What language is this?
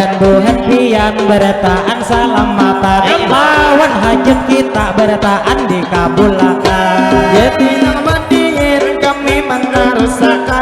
Banjar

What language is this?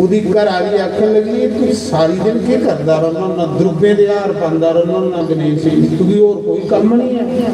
Dogri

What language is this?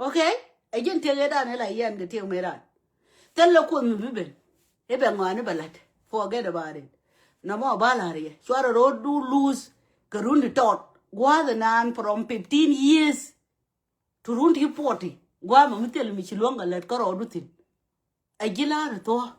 Nuer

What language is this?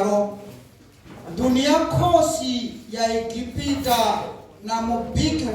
Venda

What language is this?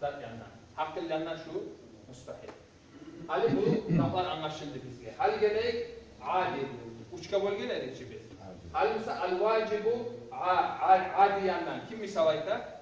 Kumyk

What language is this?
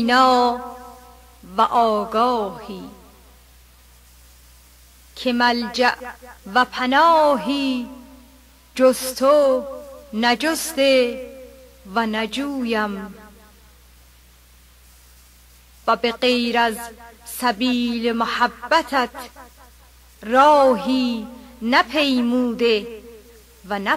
Persian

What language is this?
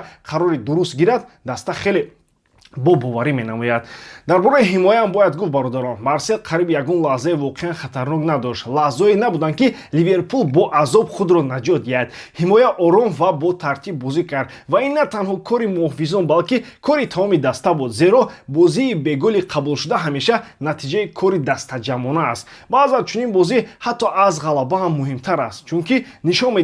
Tajik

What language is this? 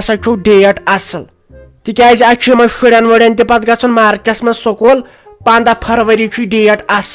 Kashmiri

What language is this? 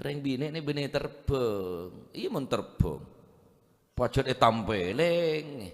Madurese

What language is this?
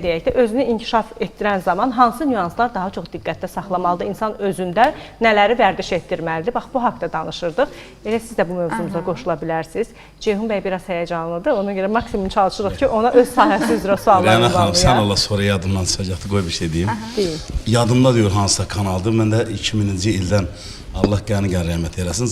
Azerbaijani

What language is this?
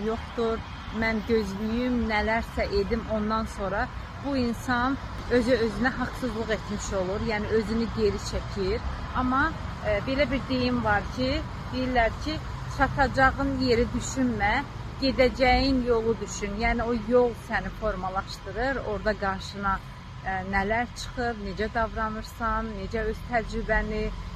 Azerbaijani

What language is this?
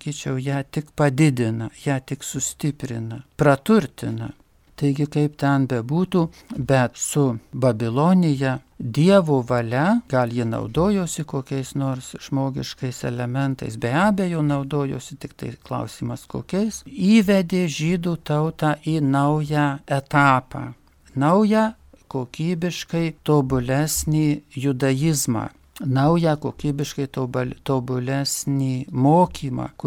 Lithuanian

